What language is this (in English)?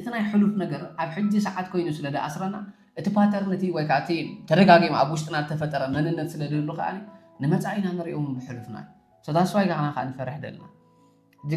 Tigrinya